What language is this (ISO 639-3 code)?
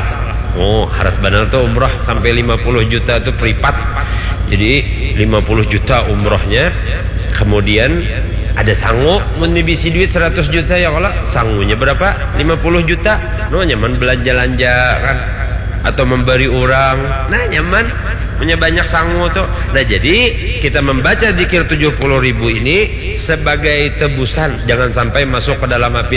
bjn